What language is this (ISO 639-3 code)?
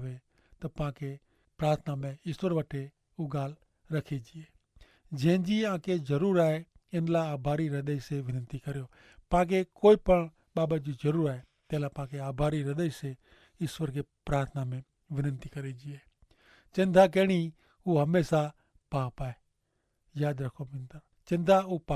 kfr